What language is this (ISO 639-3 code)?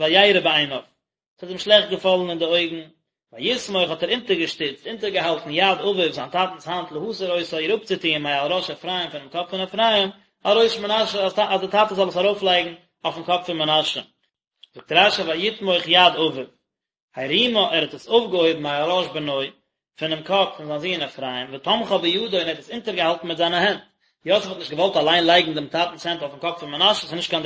yid